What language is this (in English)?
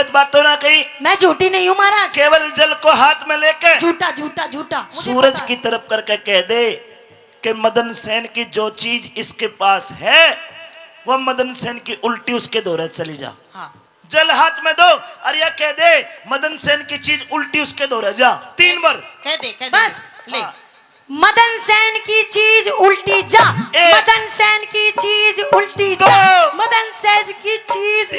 Haryanvi